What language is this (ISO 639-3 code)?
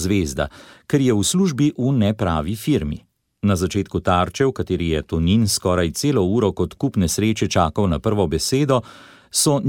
slv